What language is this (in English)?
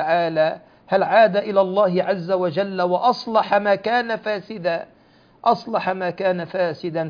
Arabic